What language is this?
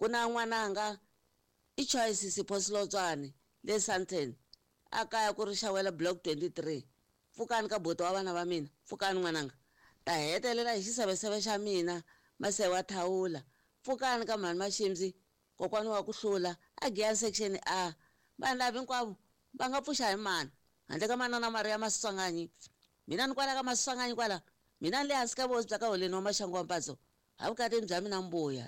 Tsonga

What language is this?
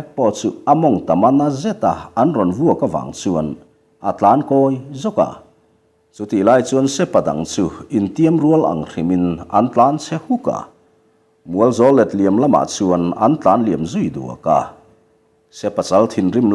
Mizo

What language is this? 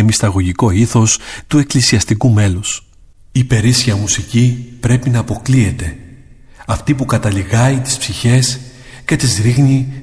Greek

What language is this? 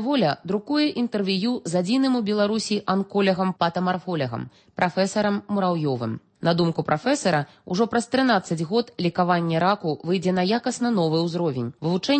Belarusian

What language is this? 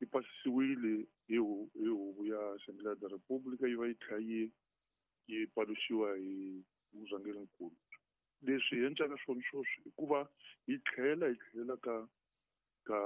Tsonga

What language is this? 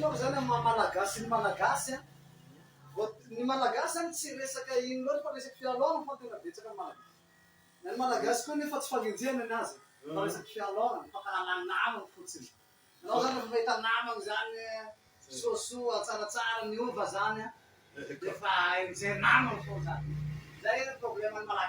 Malagasy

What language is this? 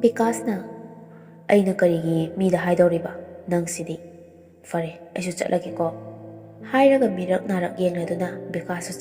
Manipuri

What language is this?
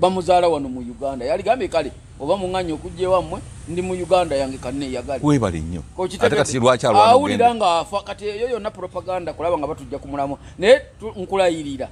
Ganda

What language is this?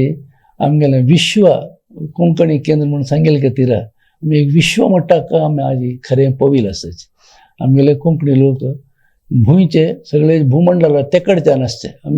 Konkani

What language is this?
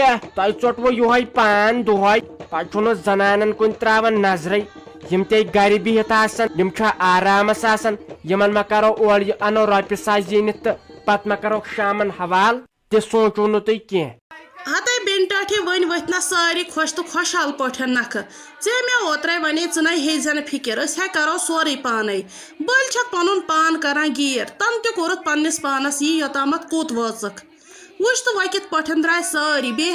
Kashmiri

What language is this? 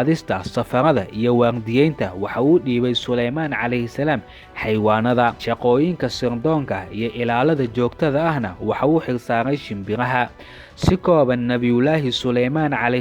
Somali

